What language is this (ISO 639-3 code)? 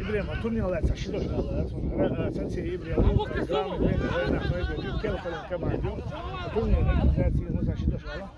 che